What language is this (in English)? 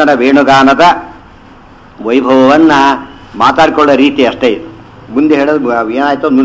Kannada